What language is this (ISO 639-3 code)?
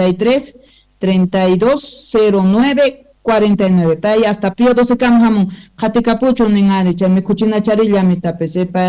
quh